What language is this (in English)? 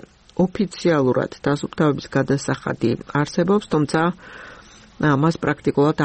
Georgian